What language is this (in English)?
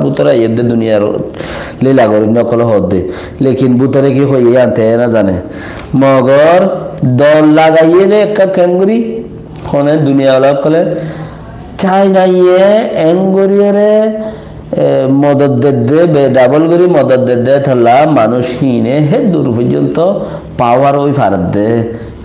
Rohingya